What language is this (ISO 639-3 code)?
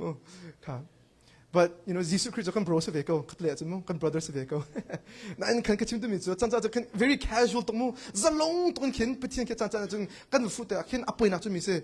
cnh